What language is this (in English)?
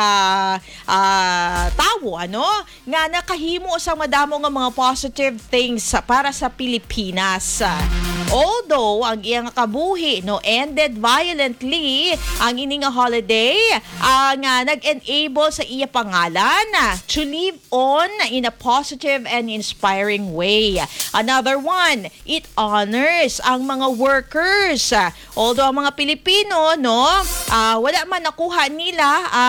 Hiligaynon